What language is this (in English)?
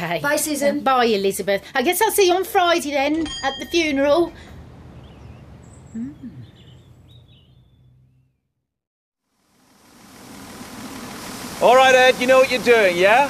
English